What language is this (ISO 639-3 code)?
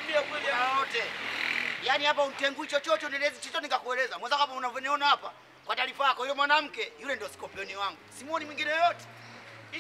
swa